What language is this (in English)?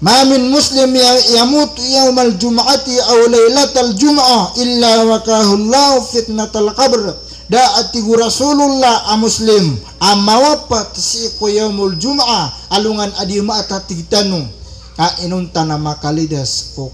Maranao